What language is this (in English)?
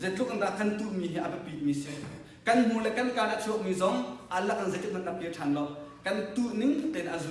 Hakha Chin